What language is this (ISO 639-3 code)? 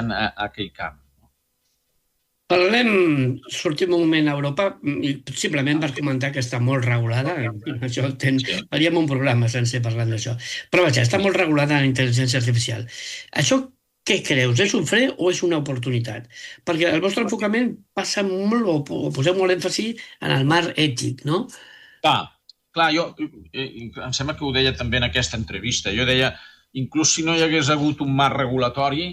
cat